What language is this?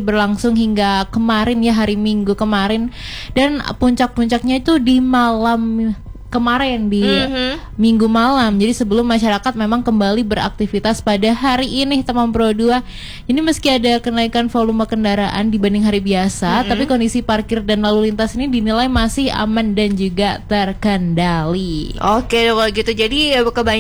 Indonesian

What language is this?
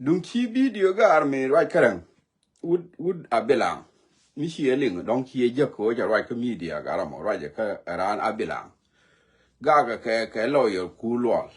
Nuer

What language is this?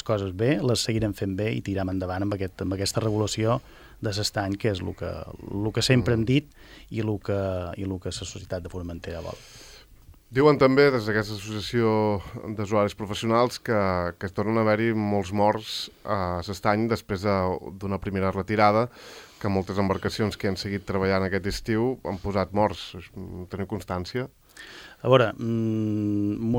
Catalan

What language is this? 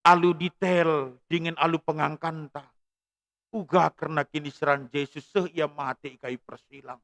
Batak Karo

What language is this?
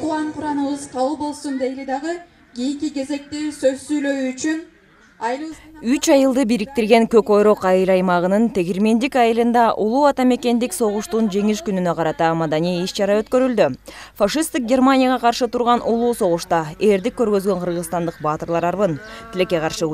Kyrgyz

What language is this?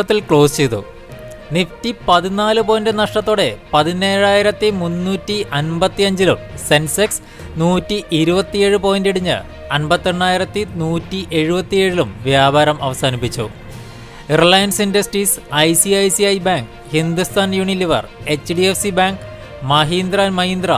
Malayalam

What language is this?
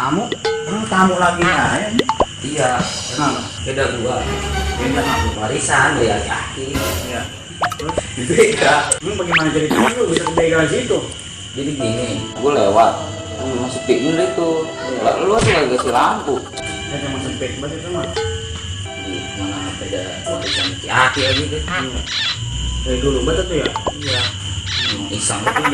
Betawi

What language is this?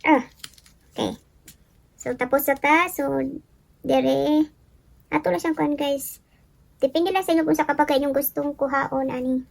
Cebuano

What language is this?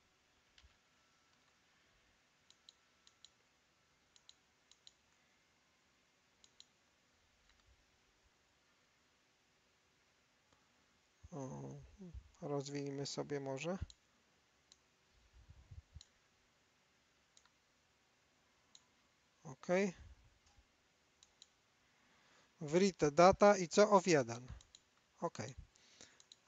Polish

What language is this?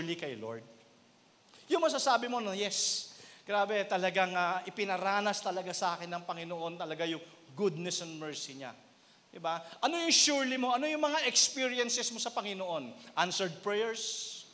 Filipino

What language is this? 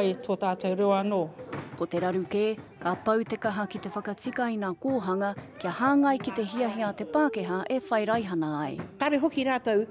Māori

